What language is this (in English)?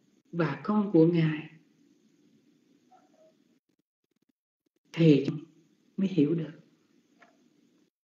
Vietnamese